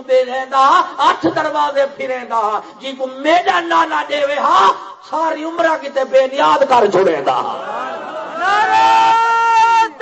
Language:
Saraiki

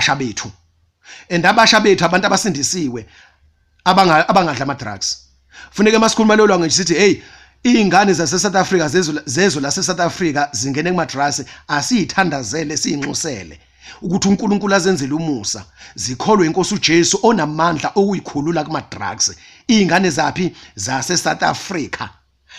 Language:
Zulu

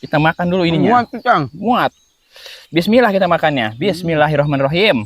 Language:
Betawi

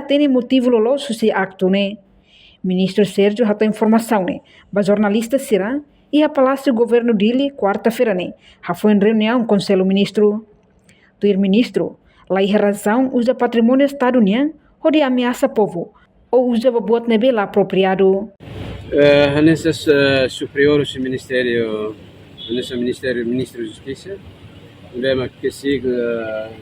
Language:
Tetum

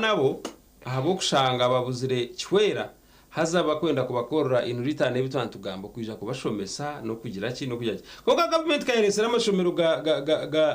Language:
Nyankole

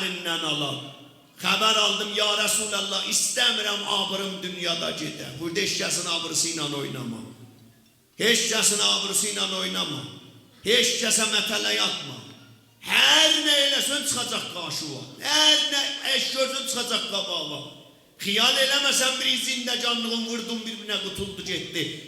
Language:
South Azerbaijani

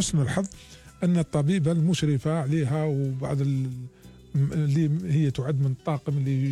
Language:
Algerian Arabic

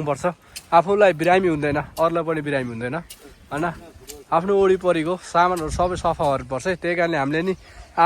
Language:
Nepali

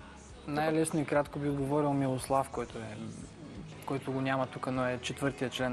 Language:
Bulgarian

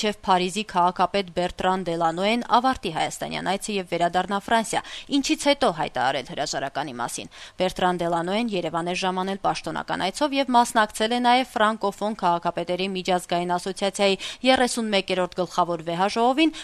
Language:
Armenian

